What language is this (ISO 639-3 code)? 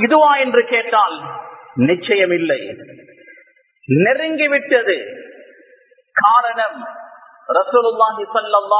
tam